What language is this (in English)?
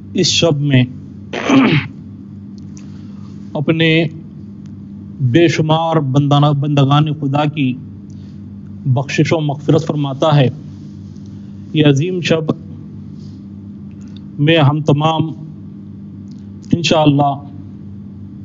Urdu